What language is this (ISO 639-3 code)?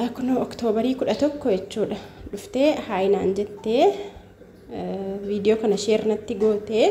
orm